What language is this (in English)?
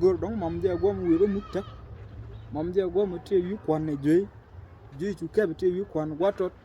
Nuer